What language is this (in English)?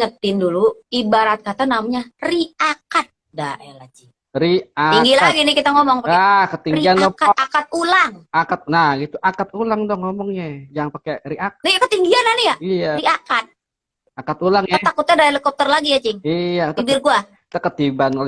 Betawi